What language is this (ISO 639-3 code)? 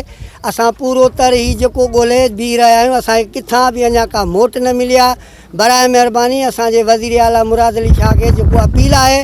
snd